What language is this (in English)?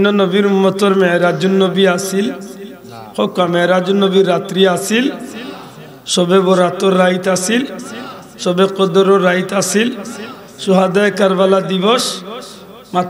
Sylheti